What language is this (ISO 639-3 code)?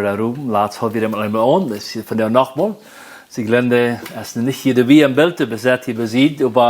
pdt